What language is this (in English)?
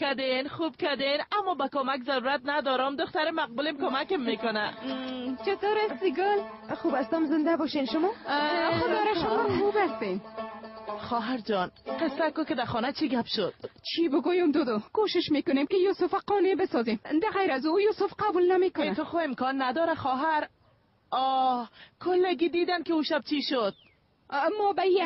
Persian